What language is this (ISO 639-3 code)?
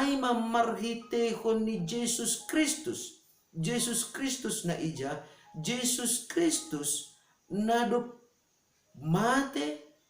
bts